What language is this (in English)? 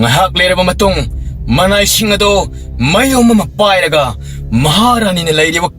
Manipuri